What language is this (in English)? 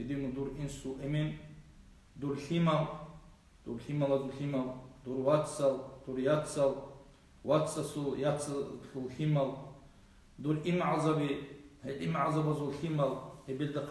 Avaric